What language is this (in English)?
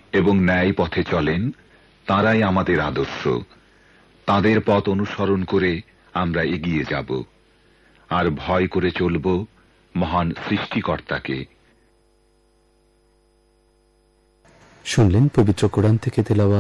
Bangla